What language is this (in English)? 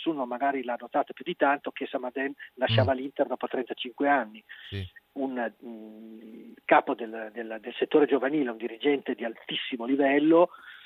Italian